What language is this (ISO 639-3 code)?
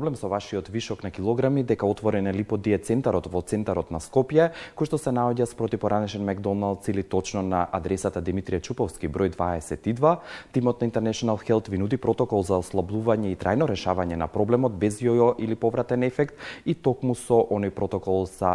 mkd